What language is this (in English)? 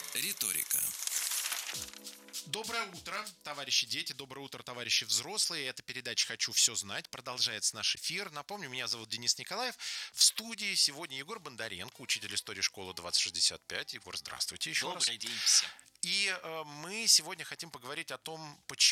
Russian